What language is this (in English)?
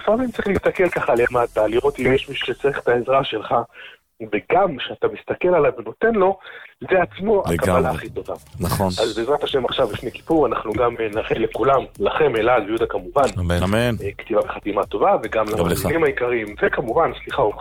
Hebrew